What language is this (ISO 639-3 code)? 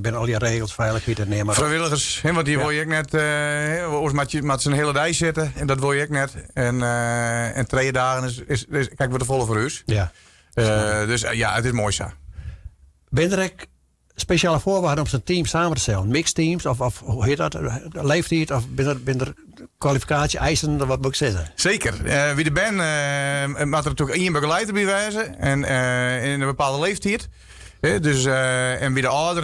fry